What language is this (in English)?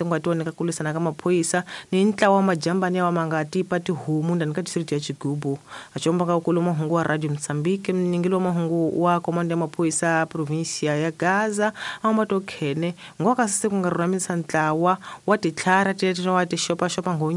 Tsonga